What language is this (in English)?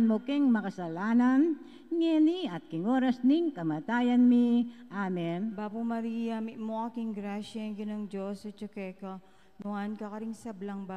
Pampanga